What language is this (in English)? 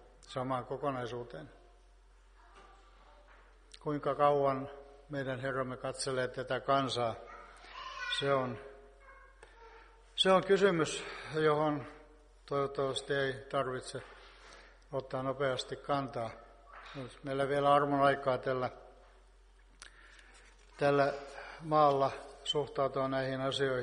Finnish